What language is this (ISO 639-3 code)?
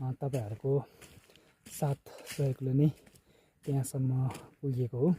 nep